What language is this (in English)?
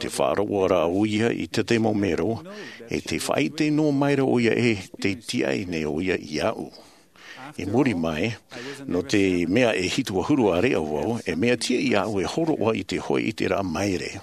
Tahitian